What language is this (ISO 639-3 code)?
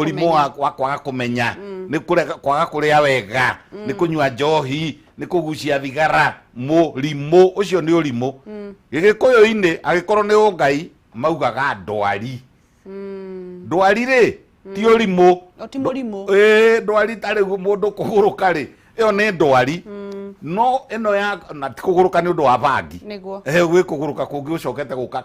kik